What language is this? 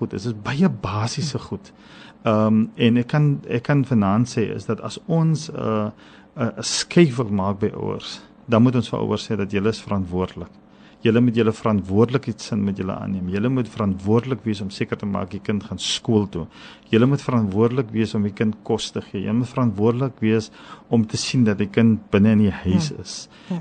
Afrikaans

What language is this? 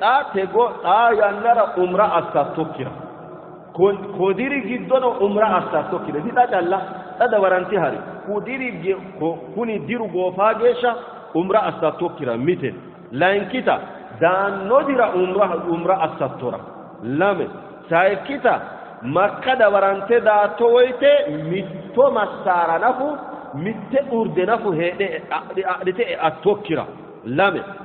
Sidamo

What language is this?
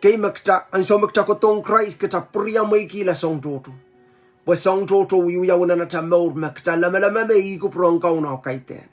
Pohnpeian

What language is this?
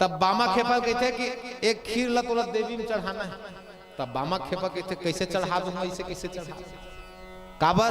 Chhattisgarhi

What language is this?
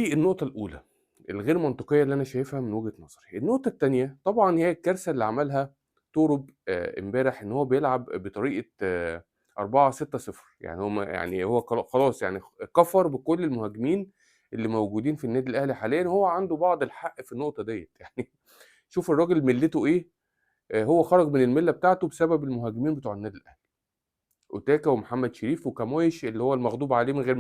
Egyptian Arabic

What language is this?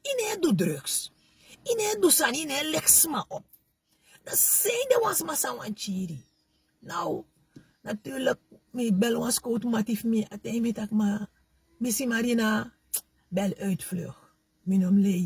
Sranan Tongo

